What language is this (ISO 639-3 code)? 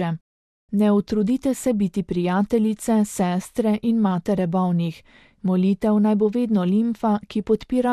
slv